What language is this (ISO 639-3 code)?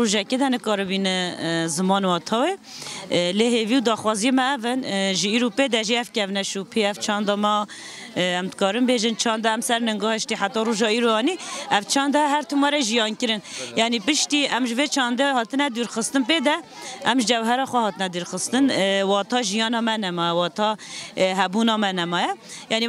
kur